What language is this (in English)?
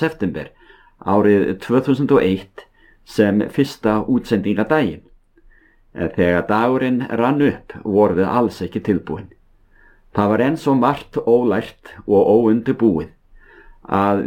Icelandic